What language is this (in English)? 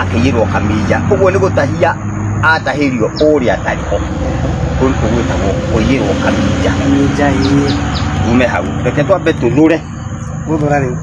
Kikuyu